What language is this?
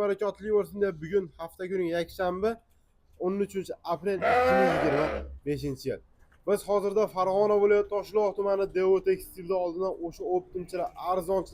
Uzbek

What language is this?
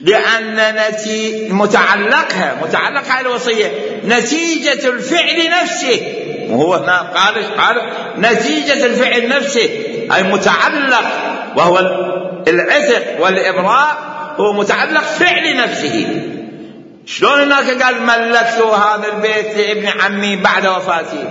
Mesopotamian Arabic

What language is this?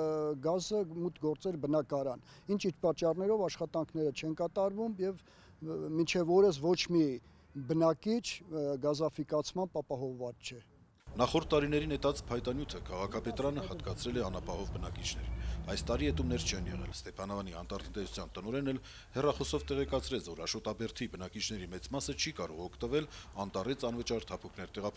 Armenian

